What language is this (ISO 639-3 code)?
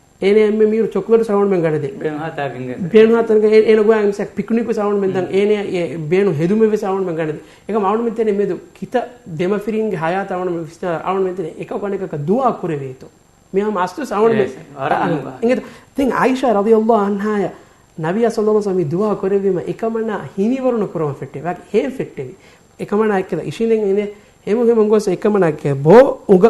div